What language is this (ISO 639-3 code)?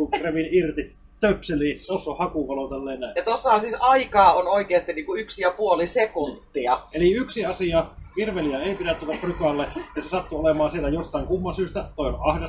fin